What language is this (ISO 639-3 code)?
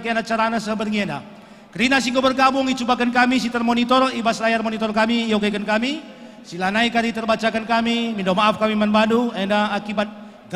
btx